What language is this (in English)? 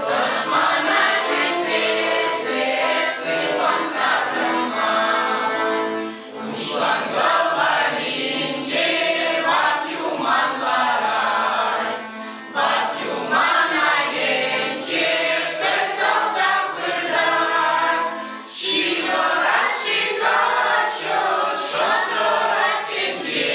Chuvash